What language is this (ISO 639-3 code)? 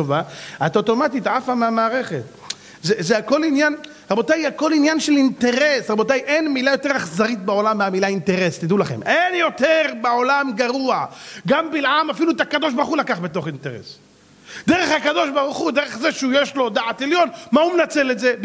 heb